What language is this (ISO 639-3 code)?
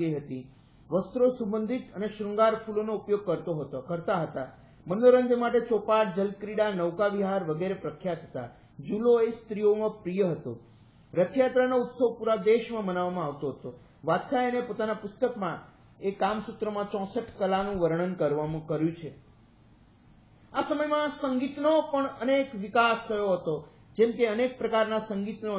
guj